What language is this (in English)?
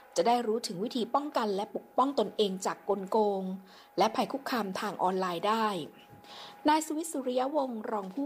Thai